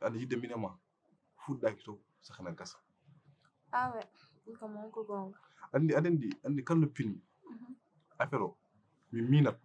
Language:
Fula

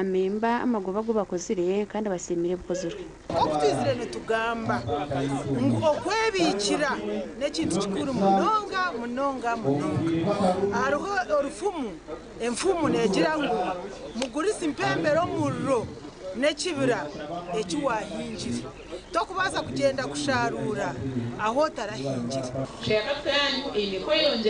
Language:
Nyankole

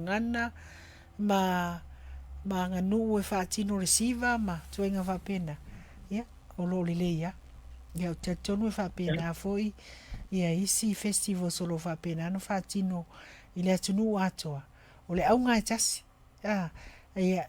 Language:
Samoan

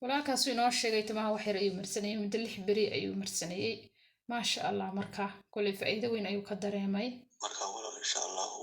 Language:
Somali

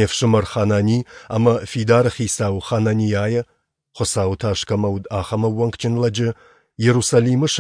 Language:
Ossetic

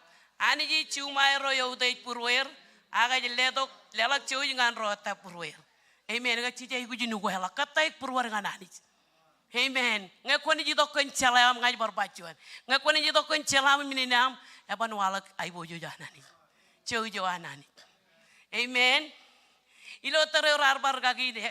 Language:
Marshallese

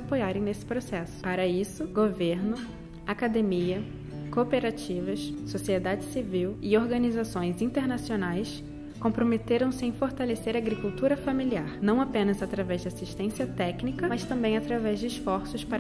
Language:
Portuguese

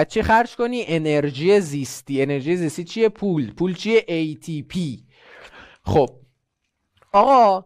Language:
Persian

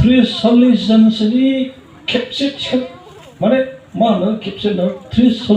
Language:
Bodo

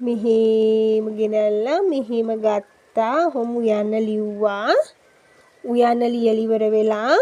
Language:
Sinhala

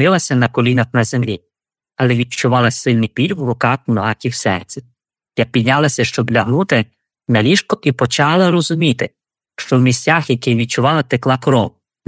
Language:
Ukrainian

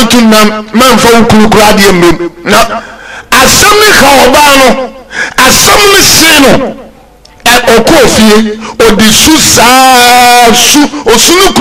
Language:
Akan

